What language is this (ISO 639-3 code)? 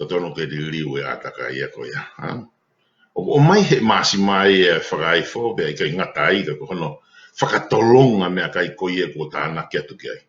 ton